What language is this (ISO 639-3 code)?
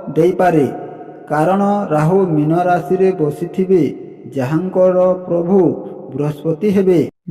ori